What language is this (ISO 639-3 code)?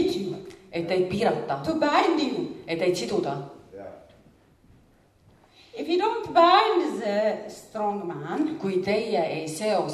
est